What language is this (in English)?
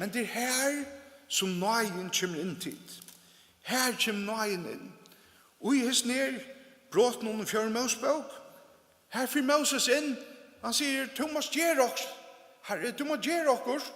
Faroese